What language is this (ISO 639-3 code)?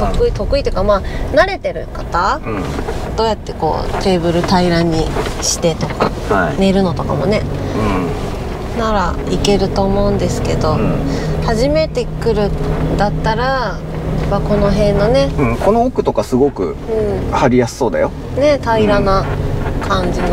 jpn